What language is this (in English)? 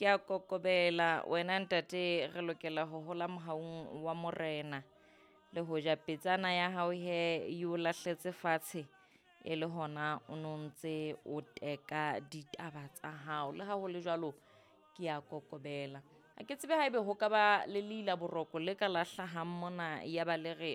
Southern Sotho